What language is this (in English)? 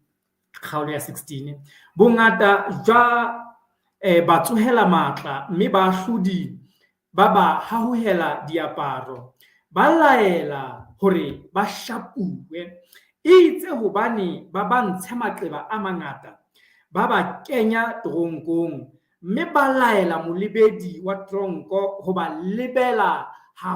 Southern Sotho